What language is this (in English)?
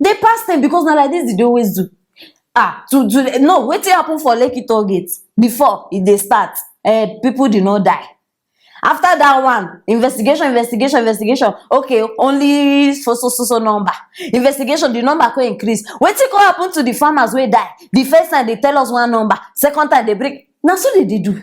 Nigerian Pidgin